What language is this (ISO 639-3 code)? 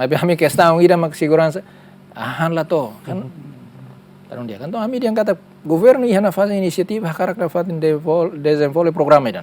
tet